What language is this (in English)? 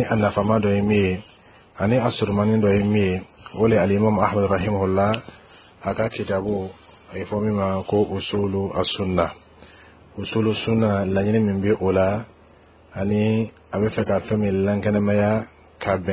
Bambara